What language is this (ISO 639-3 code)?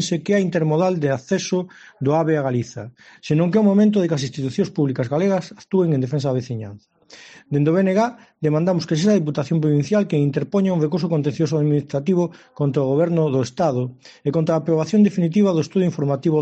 glg